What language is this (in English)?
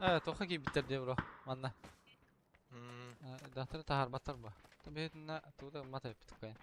Yakut